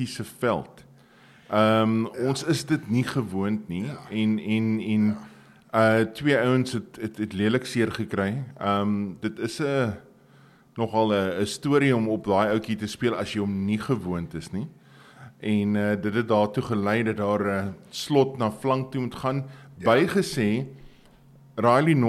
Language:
Afrikaans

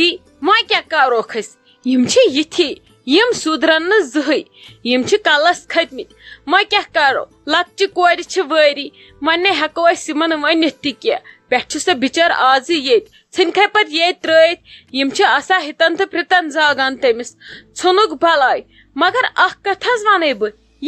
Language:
Kashmiri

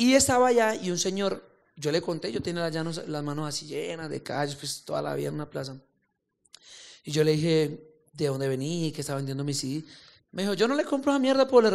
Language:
Spanish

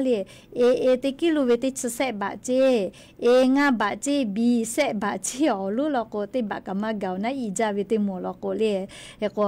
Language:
Lahu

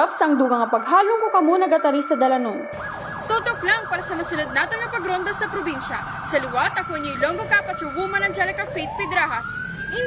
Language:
Hiligaynon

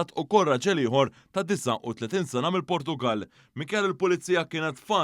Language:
Maltese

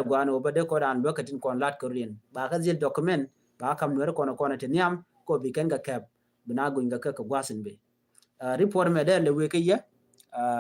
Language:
Nuer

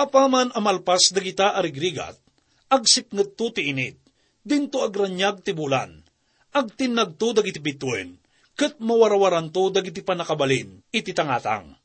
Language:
Iloko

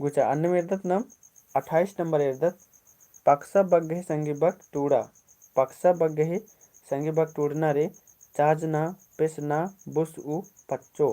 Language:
Kurukh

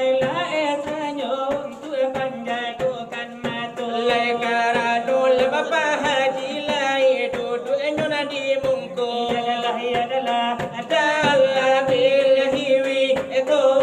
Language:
Minangkabau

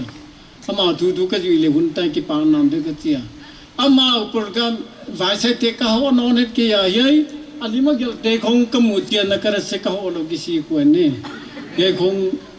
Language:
Paite Chin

